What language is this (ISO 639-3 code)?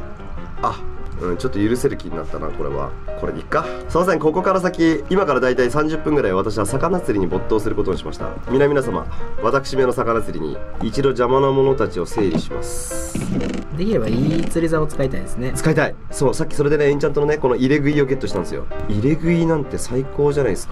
jpn